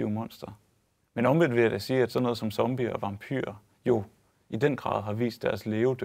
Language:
Danish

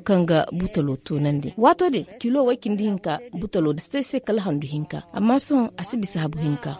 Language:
Zarma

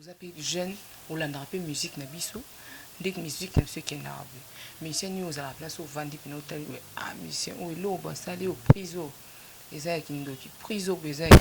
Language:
Lingala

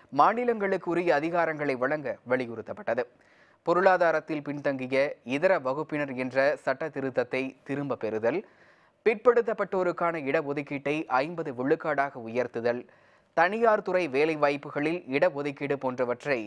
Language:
Tamil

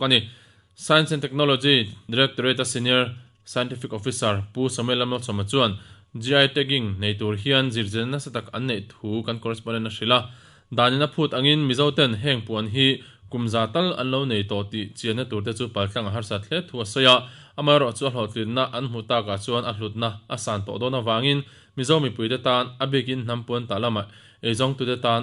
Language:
Mizo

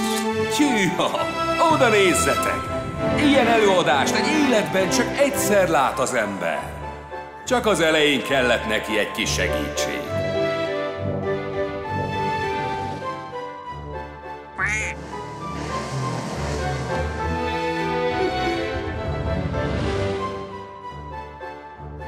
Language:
Hungarian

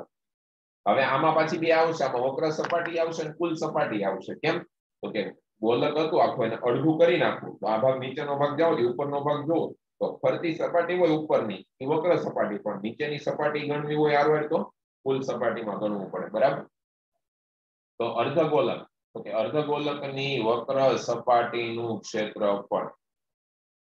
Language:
Gujarati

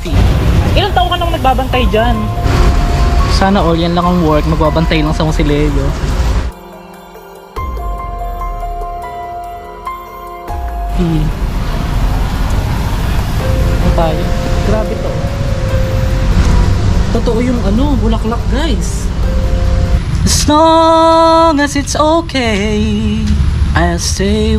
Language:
Filipino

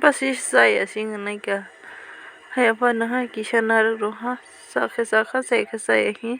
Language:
Kok Borok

